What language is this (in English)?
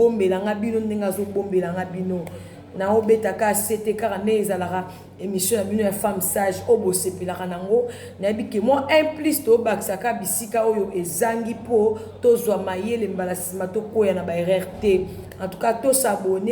Lingala